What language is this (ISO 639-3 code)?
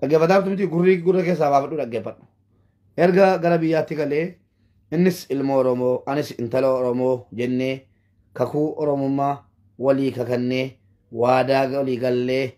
orm